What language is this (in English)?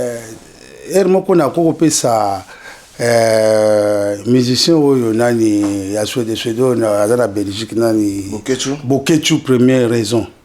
Lingala